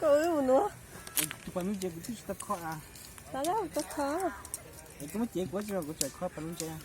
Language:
Hmong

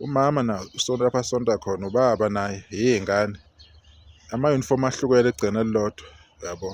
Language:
Zulu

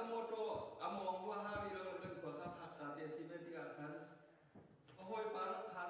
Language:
Hakha Chin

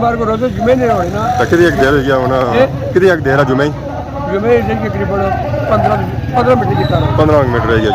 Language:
Pahari-Potwari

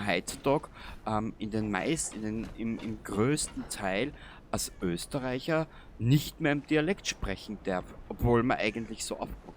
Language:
Bavarian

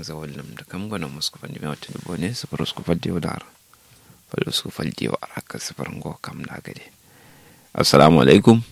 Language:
Kanuri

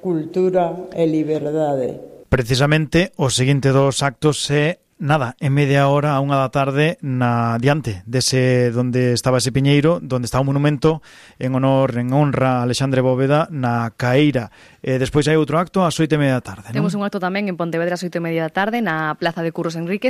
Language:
Galician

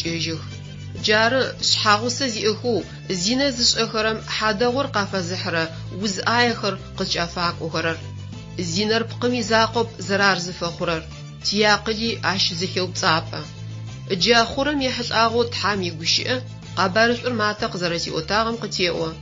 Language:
Adyghe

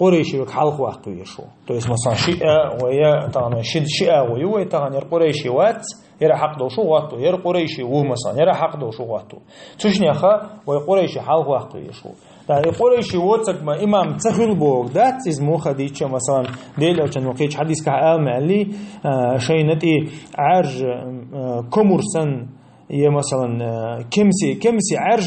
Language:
Chechen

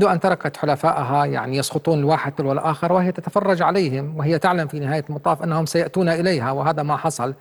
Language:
Arabic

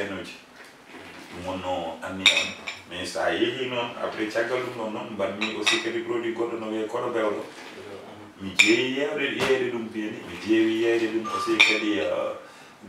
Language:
Fula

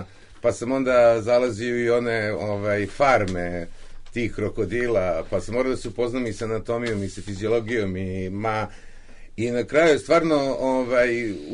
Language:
Serbian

